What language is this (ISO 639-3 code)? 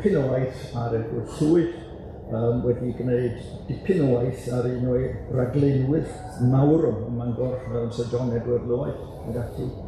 cym